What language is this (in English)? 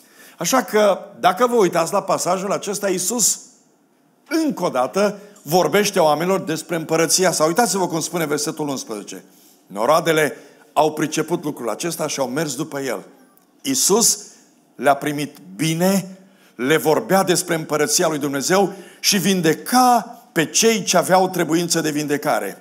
Romanian